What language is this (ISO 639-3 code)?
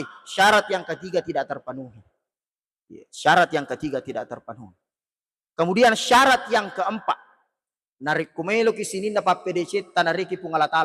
bug